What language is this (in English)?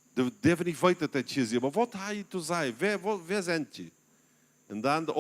Plautdietsch